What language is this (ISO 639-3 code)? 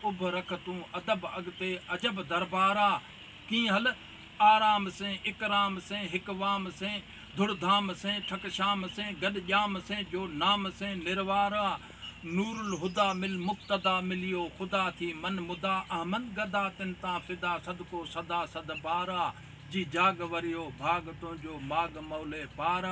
snd